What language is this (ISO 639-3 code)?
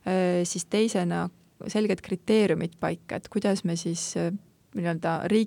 est